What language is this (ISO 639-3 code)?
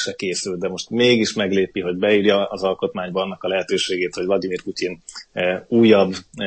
hun